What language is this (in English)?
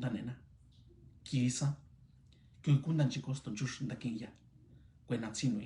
Mixtepec Mixtec